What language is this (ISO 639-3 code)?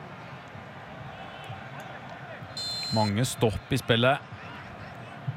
nor